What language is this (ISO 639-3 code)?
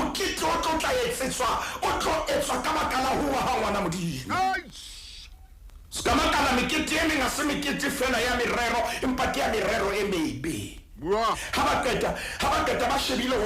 sot